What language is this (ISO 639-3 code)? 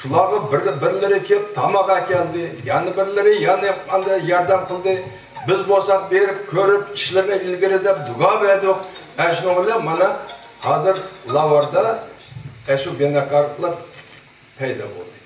uig